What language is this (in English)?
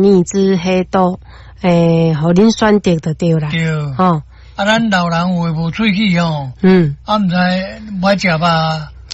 Min Nan Chinese